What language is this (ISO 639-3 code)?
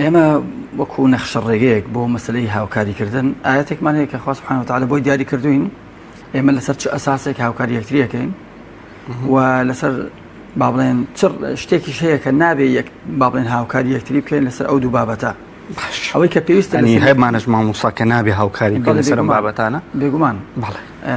ckb